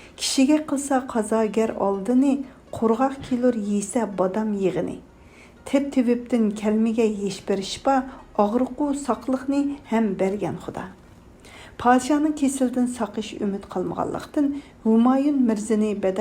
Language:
Uyghur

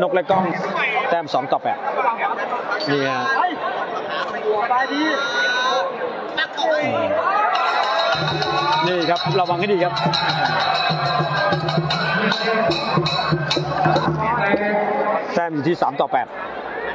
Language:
Thai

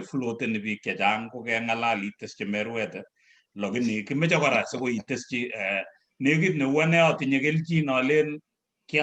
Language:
Kalenjin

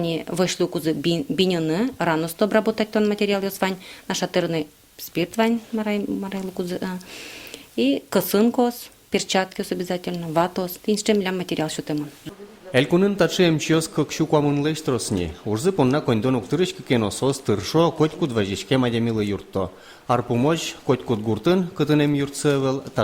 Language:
Udmurt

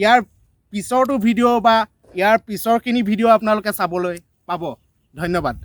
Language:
Assamese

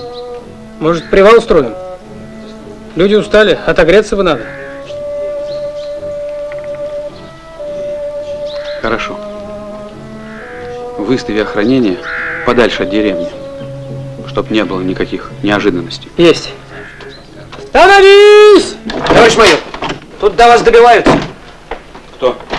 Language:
Russian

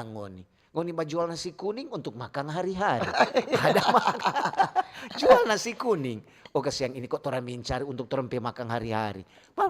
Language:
Manado Malay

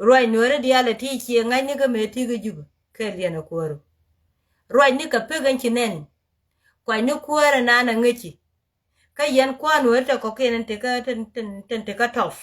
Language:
Nuer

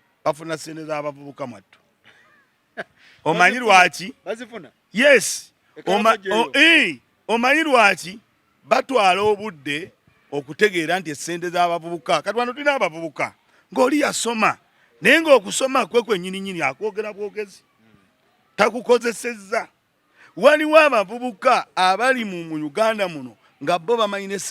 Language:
Ganda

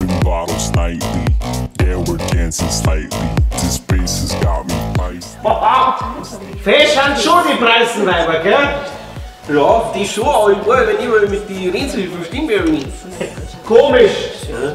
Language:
Bavarian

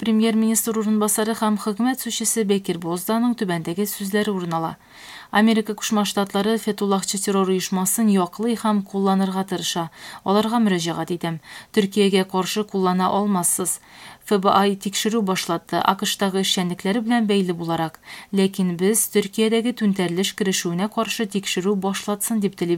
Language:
Tatar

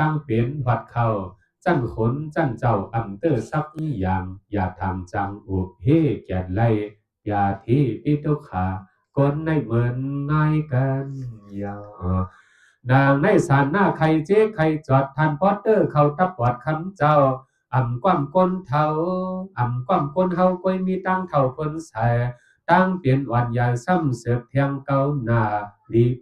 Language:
Shan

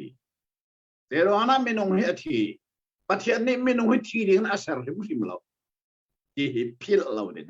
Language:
Hakha Chin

